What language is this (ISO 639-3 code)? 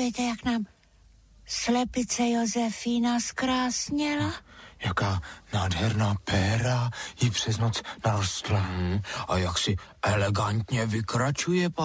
ces